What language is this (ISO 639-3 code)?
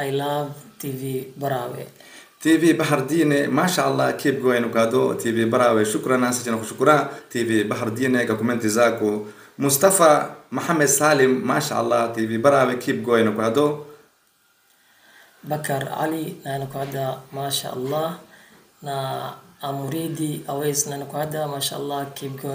swa